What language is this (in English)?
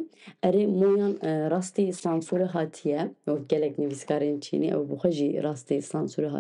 Kurdish